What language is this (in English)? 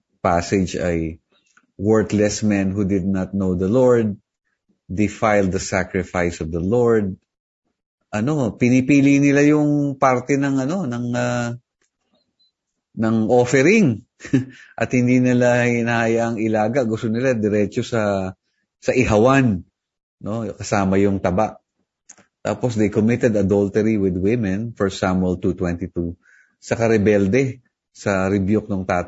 Filipino